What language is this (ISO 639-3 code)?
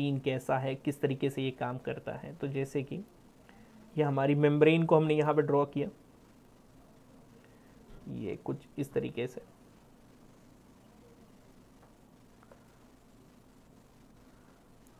hin